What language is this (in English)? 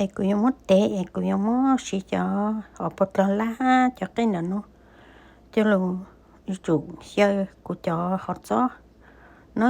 Hmong